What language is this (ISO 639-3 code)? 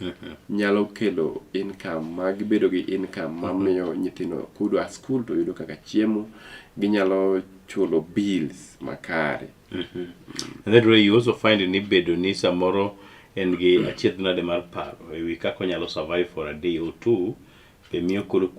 luo